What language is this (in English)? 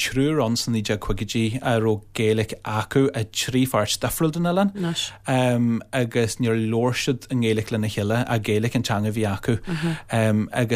Irish